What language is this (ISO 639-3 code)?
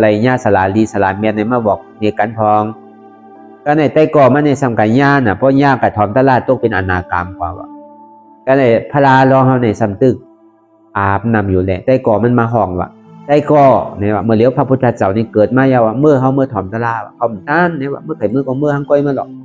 shn